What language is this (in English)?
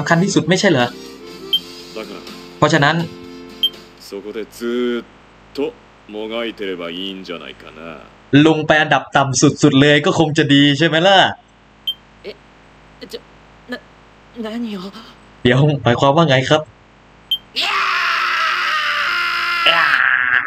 Thai